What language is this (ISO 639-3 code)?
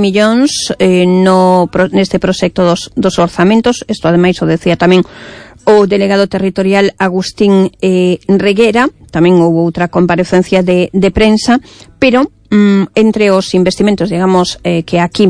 glg